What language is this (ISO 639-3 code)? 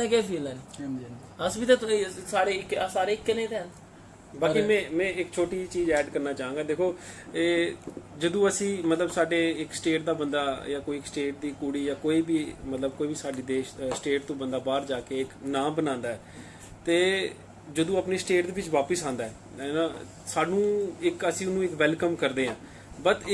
doi